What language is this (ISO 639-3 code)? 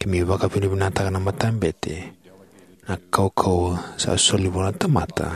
fij